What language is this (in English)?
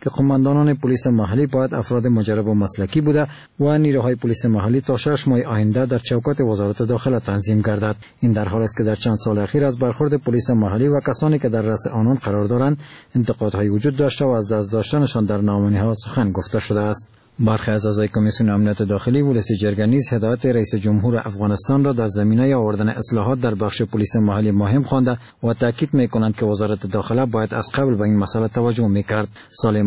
Persian